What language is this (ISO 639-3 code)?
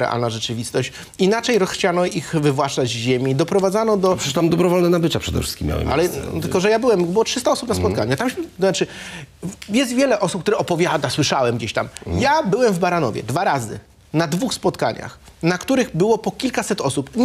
pol